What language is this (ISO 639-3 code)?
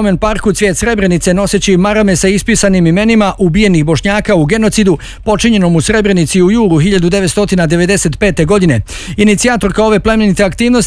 bos